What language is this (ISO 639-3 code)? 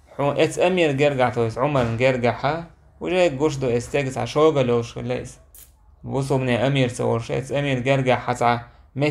che